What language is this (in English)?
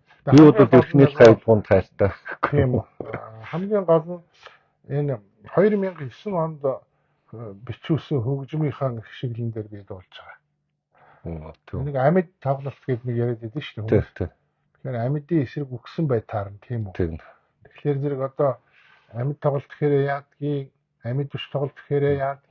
Mongolian